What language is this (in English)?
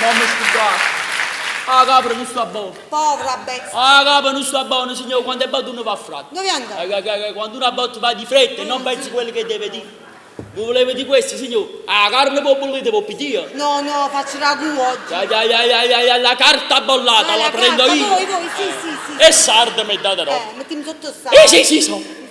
Neapolitan